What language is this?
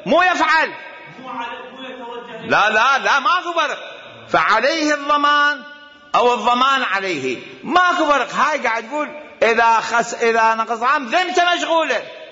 Mesopotamian Arabic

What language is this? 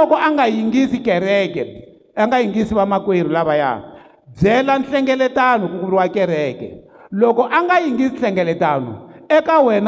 Tsonga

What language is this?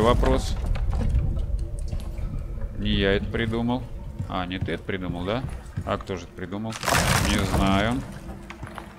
Russian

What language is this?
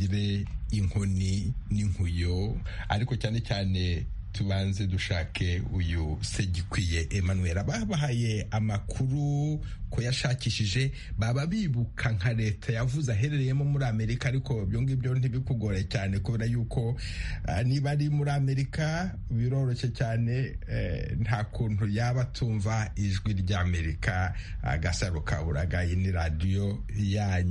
Kinyarwanda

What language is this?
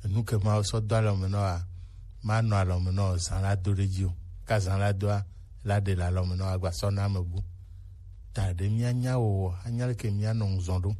Gen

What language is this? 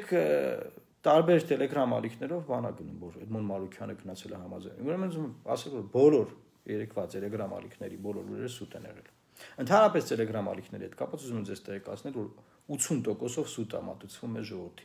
Armenian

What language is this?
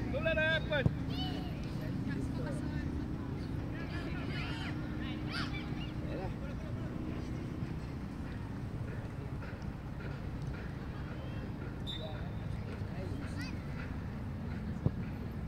Malay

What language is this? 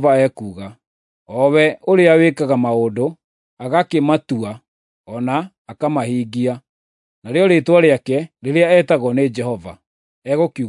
Kikuyu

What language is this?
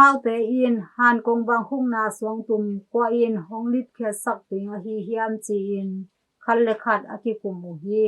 Tedim Chin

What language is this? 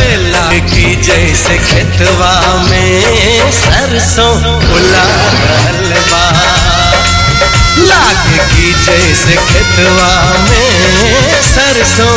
Bhojpuri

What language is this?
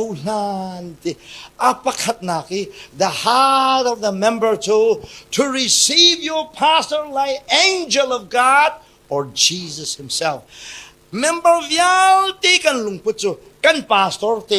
Hakha Chin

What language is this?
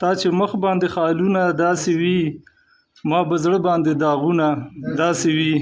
Pashto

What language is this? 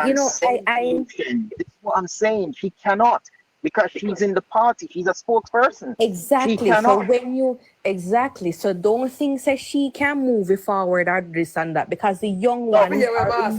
Jamaican Creole English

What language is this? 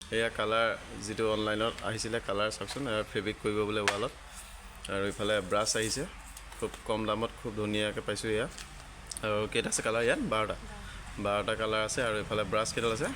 Assamese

